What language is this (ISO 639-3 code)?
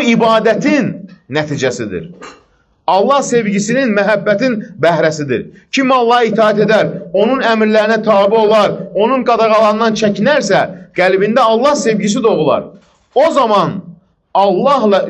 aze